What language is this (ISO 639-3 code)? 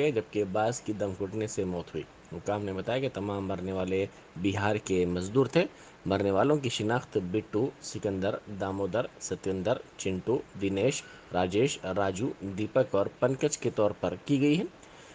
urd